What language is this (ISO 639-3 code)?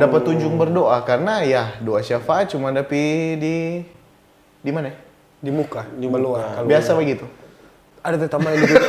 xmm